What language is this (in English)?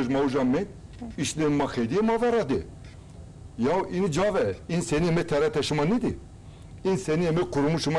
Zaza